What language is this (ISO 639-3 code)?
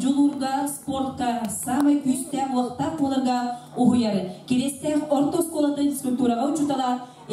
sah